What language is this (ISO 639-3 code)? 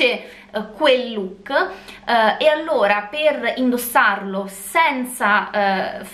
ita